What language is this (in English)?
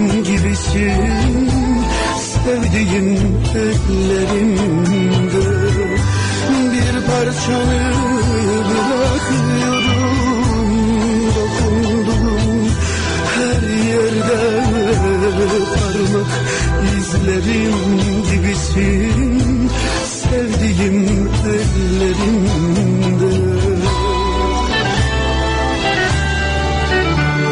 Turkish